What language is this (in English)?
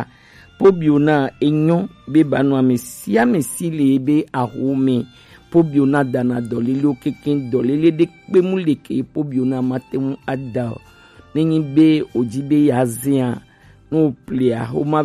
Gen